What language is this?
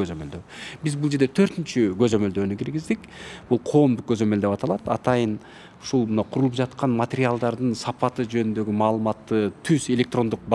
Kyrgyz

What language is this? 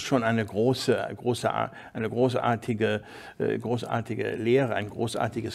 German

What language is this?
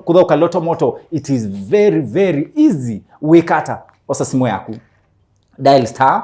Kamba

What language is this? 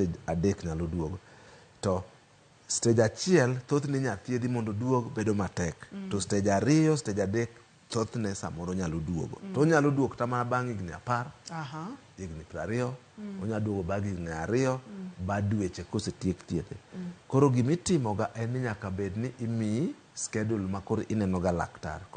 Luo (Kenya and Tanzania)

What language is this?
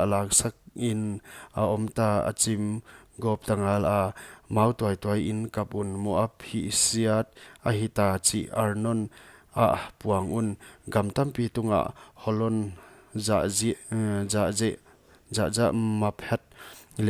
Paite Chin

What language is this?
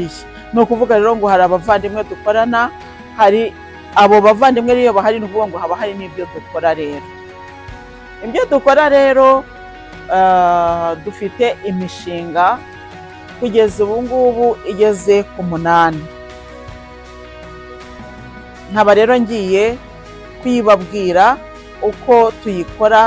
Kinyarwanda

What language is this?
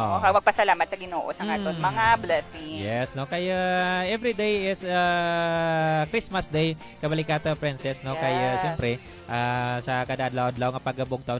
Hiligaynon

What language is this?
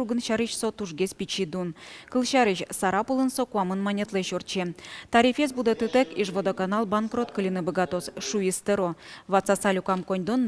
Udmurt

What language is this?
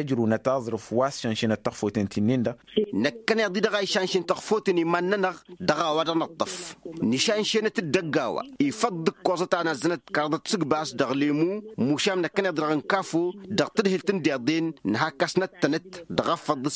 Tamasheq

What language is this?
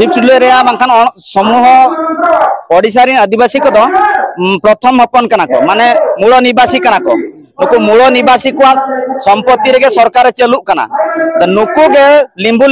Santali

